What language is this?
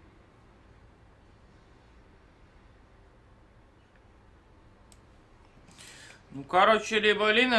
Russian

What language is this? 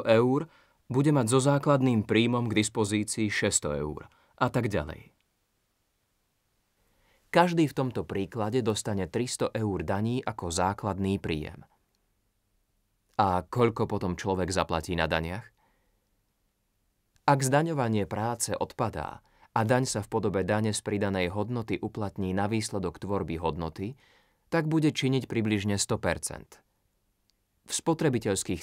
Slovak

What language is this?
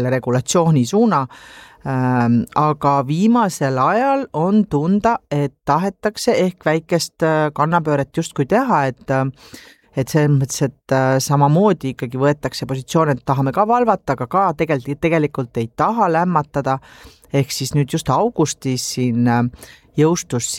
Estonian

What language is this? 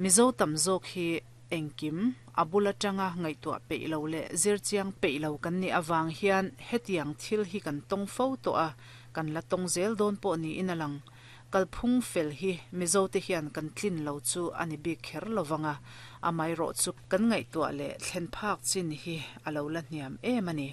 Mizo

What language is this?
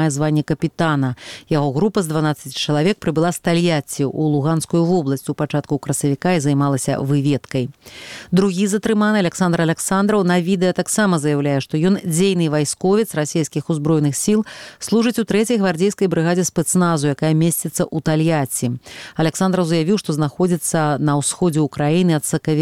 Belarusian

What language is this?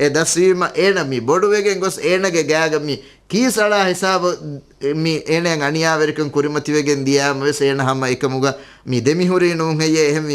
Divehi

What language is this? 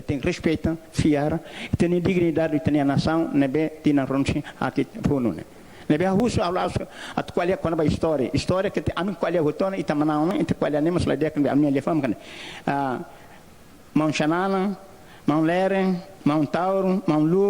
Tetum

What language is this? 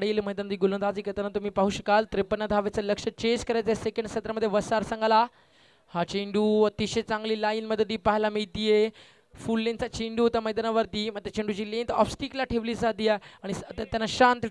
Marathi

